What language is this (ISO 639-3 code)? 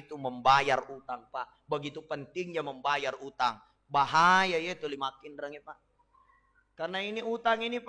bug